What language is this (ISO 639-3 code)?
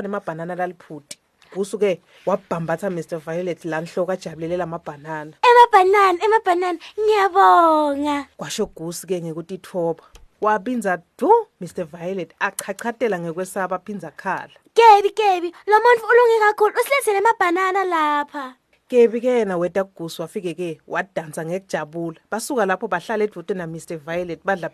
ssw